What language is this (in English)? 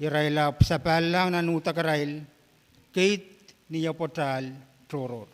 Pohnpeian